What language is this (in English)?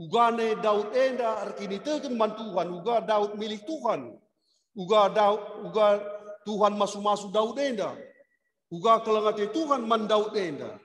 Batak Karo